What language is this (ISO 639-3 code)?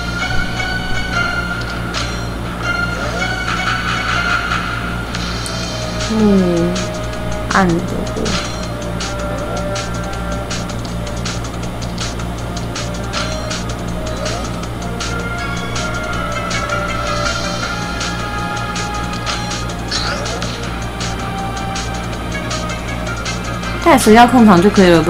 zho